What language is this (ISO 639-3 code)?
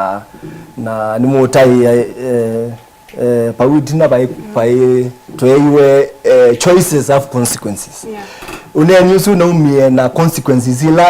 kam